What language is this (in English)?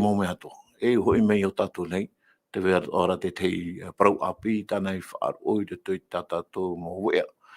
Tahitian